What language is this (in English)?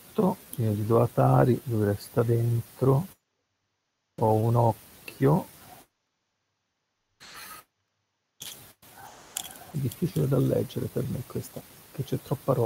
Italian